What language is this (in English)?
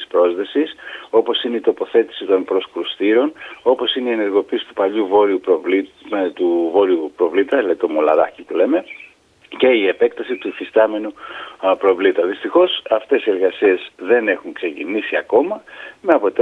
Greek